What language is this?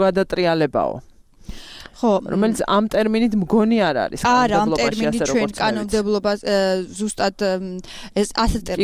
Georgian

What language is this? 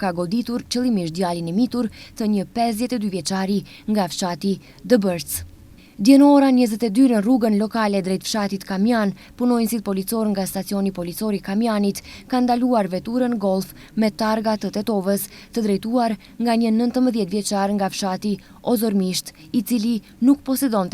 Albanian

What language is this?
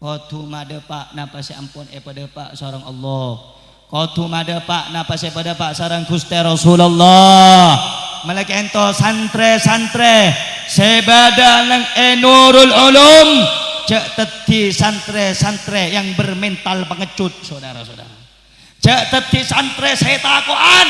Madurese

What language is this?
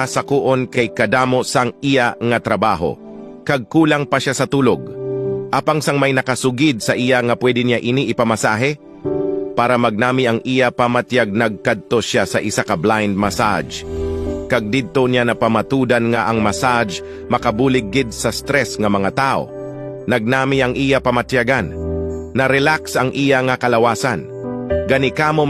Hiligaynon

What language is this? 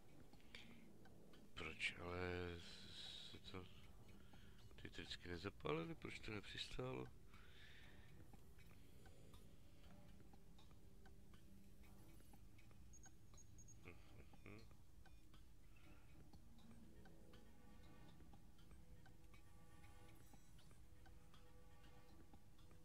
Czech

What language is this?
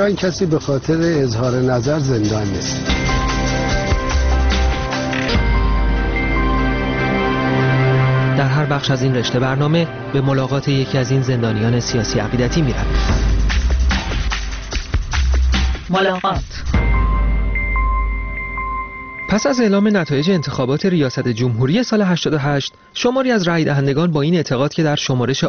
Persian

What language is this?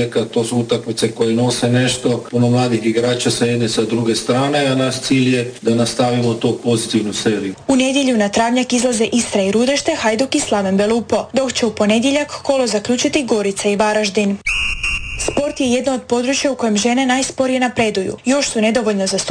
Croatian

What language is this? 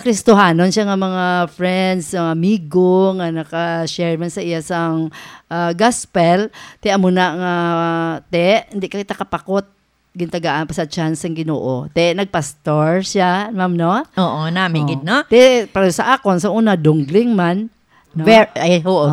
Hiligaynon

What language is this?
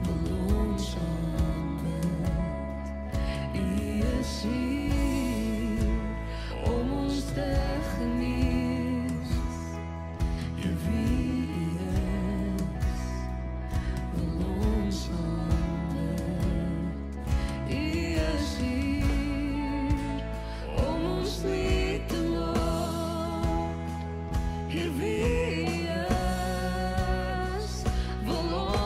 Afrikaans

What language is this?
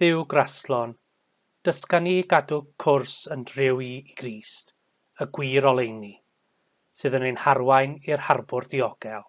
Welsh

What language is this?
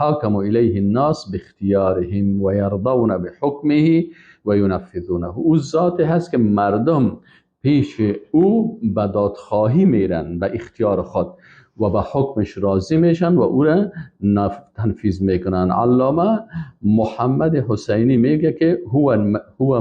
Persian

